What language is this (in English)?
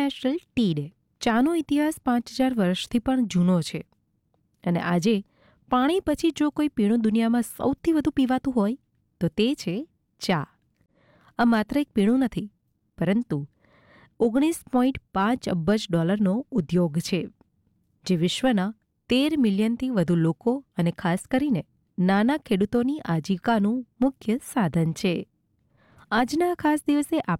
Gujarati